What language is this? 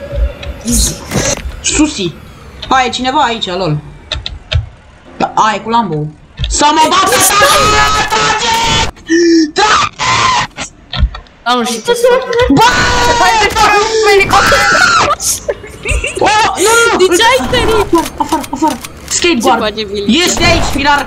Romanian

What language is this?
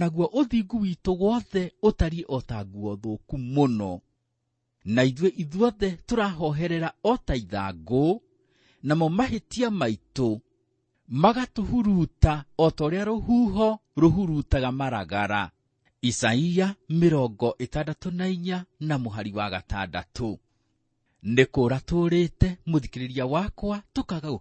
Kikuyu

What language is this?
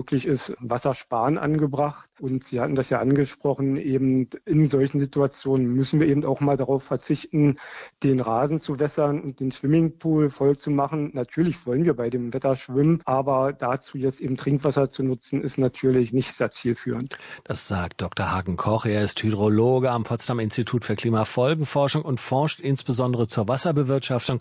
German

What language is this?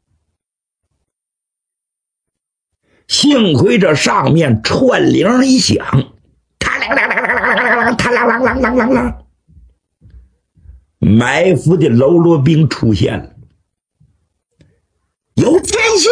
Chinese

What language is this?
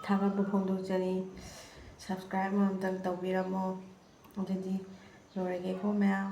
Manipuri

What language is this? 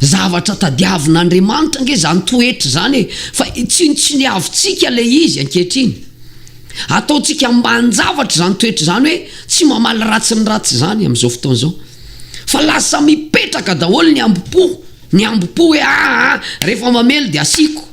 Malagasy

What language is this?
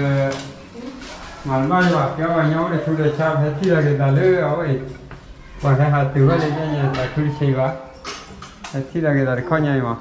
S'gaw Karen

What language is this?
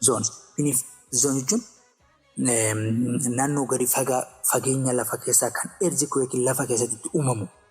Oromo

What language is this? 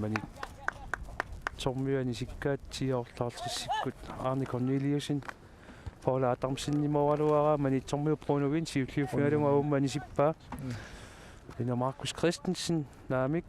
Kalaallisut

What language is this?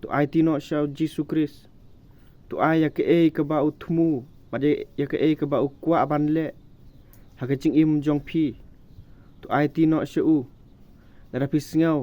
Khasi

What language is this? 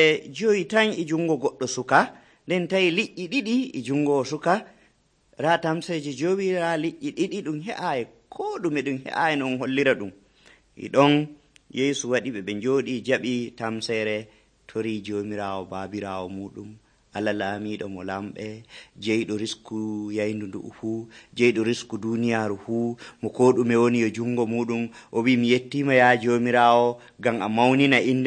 Nigerian Fulfulde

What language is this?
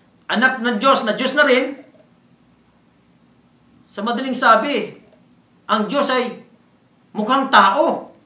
Filipino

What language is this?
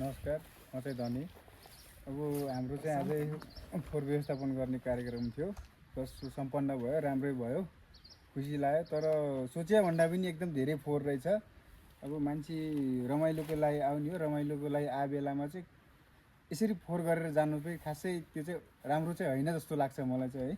Nepali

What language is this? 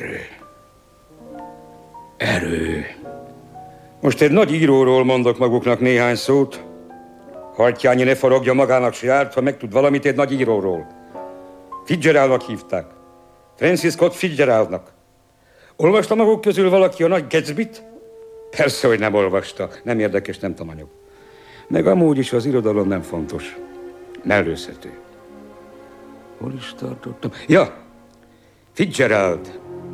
Hungarian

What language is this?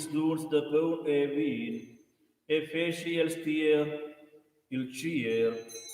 Romansh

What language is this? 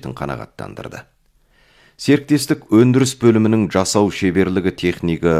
Kazakh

